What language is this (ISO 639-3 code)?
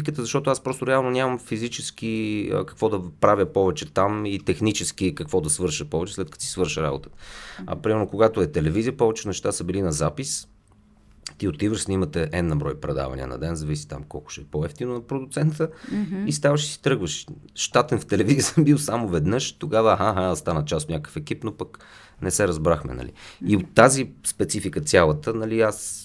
bul